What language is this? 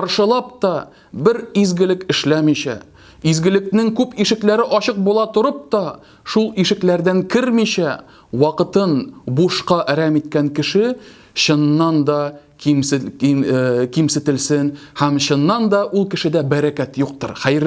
Tatar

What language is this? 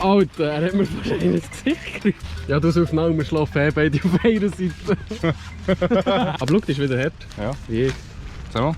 Swiss German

